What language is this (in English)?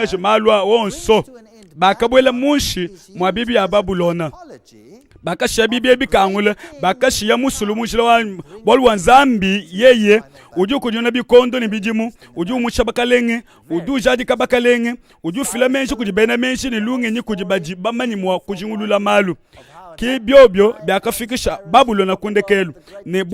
Luba-Lulua